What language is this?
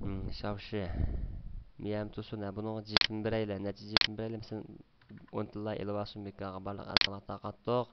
Uyghur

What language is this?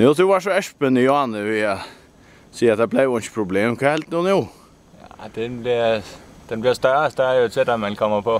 Faroese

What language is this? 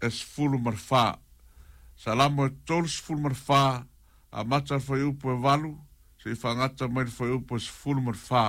Samoan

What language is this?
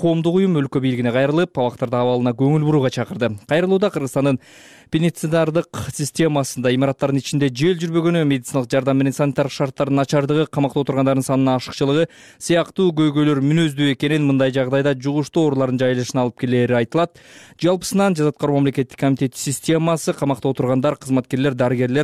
Kyrgyz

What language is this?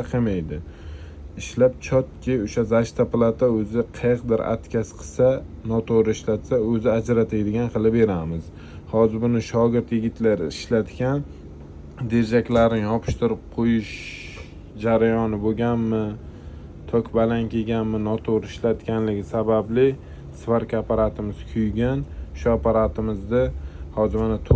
Uzbek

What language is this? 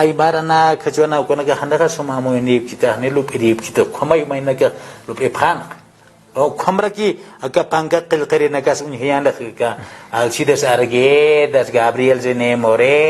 Aymara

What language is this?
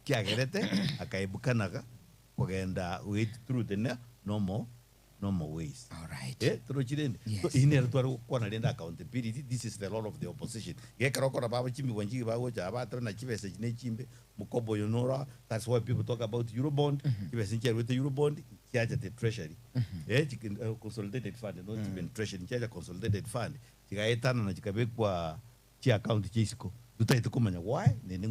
Gusii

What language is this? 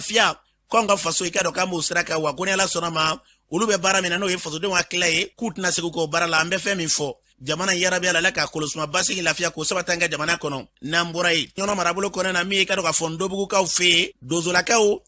Bambara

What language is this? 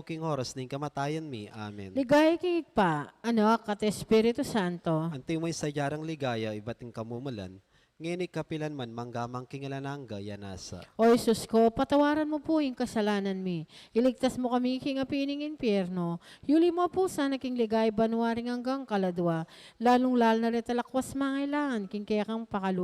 Pampanga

